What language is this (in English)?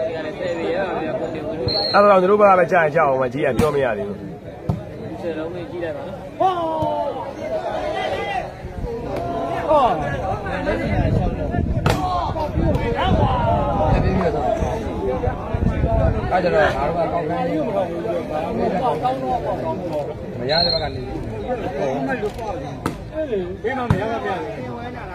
Burmese